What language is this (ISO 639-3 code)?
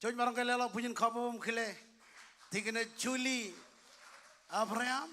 mah